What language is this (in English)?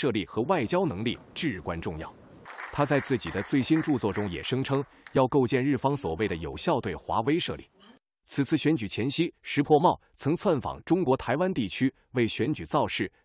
Chinese